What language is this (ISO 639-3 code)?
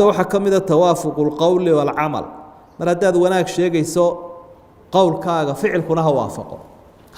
som